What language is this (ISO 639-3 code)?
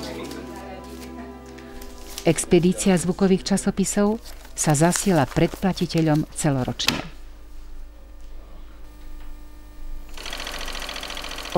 slk